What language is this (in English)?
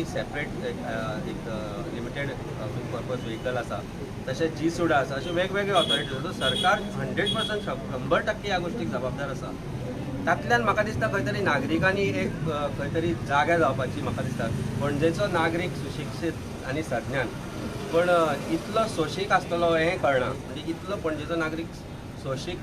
Konkani